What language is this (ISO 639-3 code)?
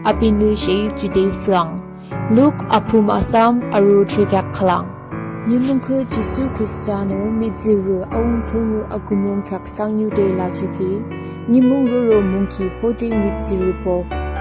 yim